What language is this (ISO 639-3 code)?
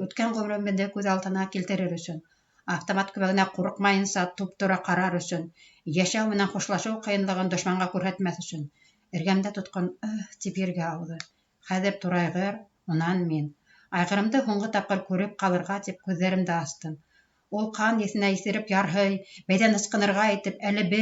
bak